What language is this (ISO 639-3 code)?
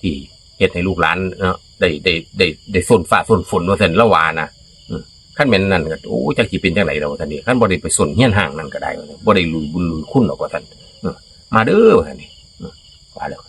tts